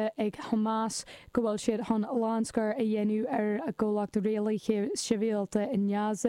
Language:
Irish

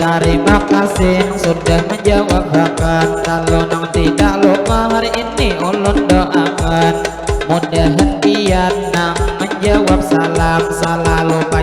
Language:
Banjar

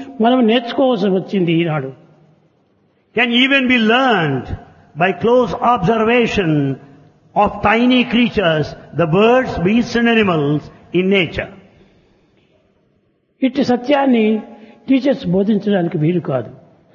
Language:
Telugu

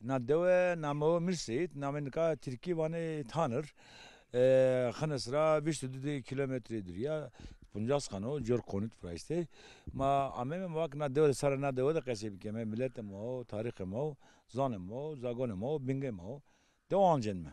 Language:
Zaza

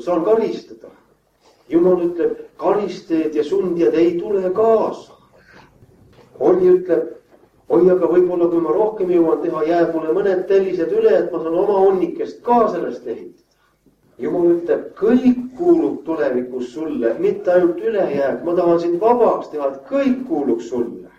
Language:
Estonian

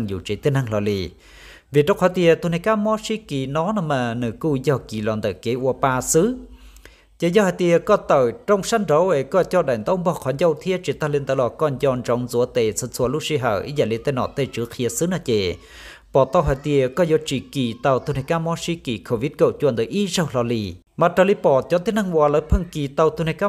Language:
Hmong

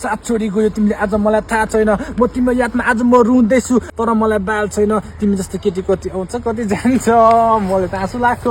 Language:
Nepali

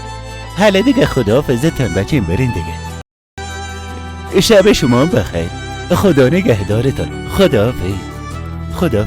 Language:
Persian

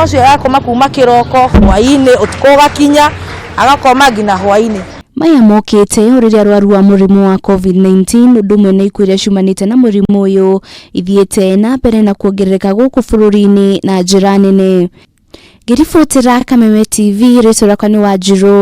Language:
Kikuyu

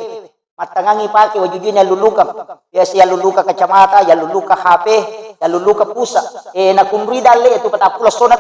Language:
Buginese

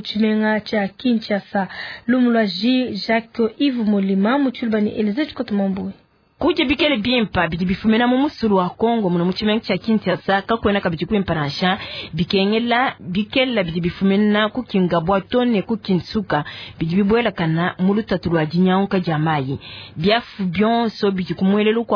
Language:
Luba-Lulua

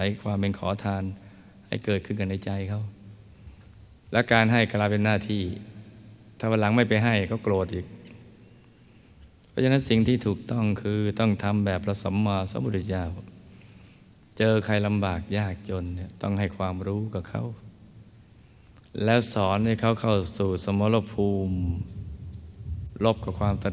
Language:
Thai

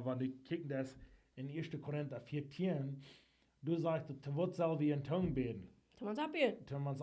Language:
Plautdietsch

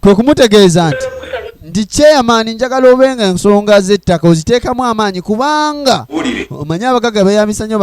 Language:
Ganda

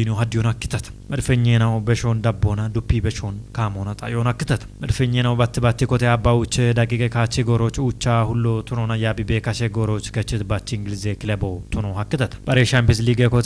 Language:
Kafa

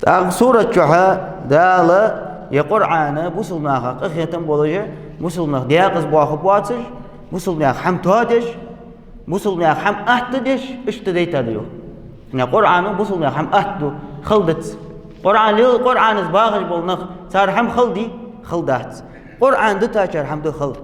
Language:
Ingush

